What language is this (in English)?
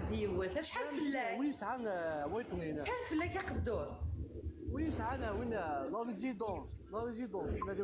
Kabyle